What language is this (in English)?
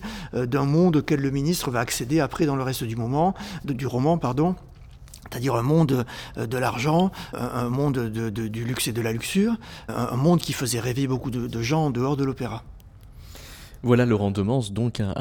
French